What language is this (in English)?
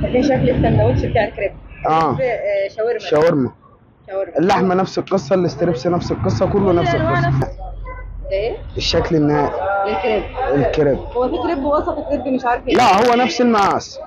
Egyptian Arabic